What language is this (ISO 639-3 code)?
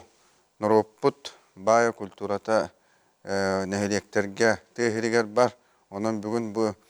sah